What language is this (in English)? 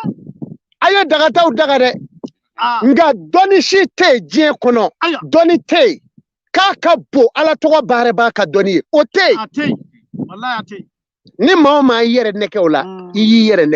Bambara